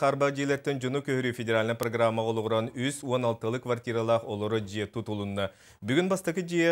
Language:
Yakut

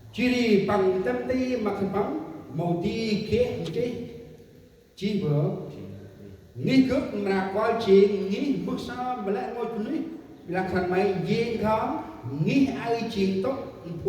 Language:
Central Mnong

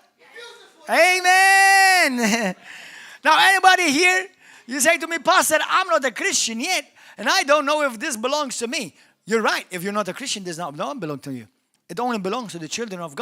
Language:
English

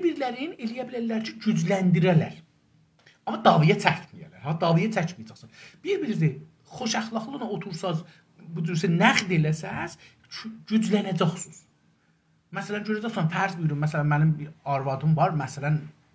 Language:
South Azerbaijani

